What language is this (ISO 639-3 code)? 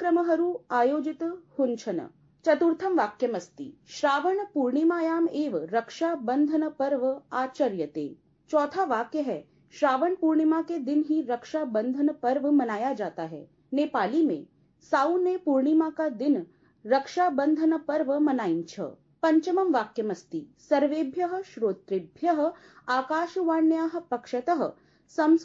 san